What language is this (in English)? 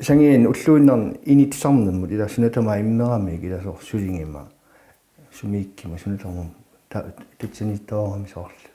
Kalaallisut